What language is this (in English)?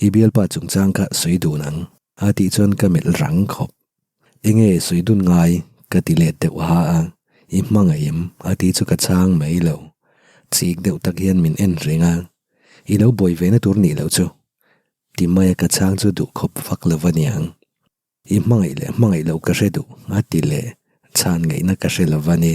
Mizo